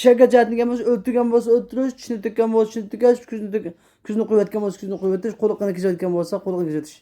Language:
Uyghur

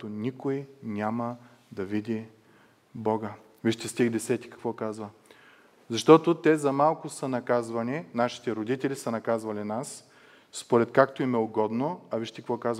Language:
Bulgarian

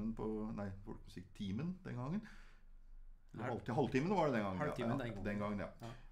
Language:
Norwegian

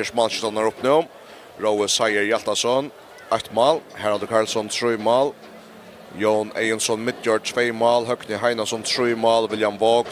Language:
Faroese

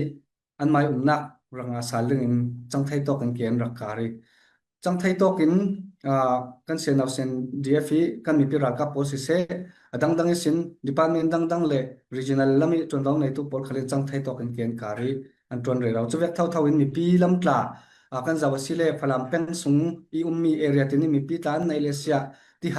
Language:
Falam Chin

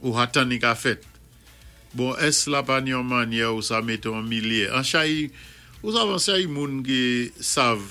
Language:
Saint Lucian Creole French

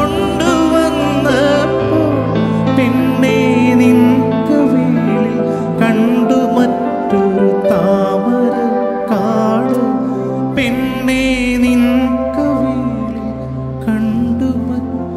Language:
Malayalam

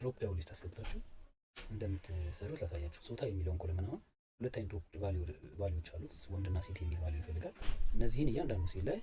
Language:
Amharic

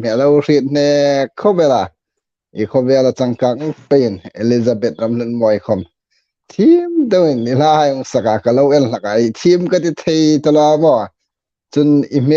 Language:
Hmar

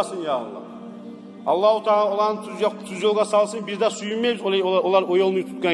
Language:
Kumyk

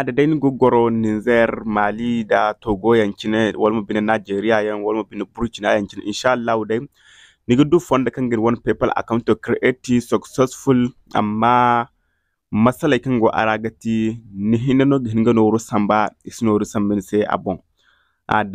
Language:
Zarma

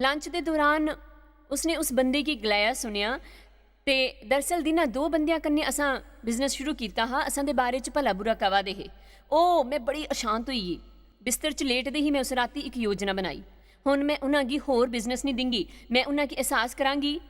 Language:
Dogri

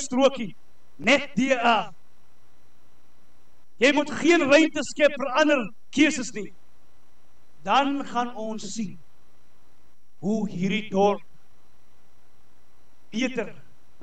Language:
Afrikaans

